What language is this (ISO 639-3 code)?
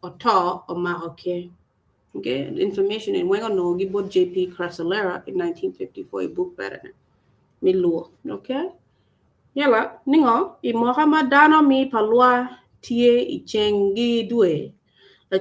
ach